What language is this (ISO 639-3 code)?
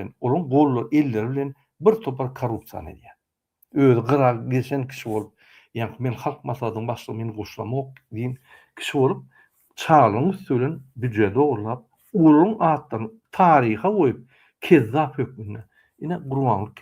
tuk